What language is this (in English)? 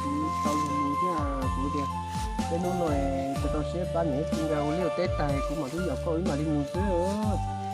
Hmong